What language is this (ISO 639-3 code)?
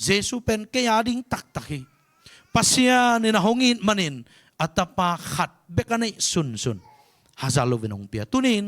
ctd